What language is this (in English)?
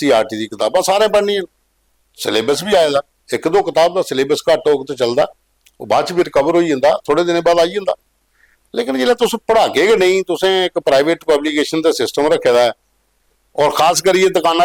Dogri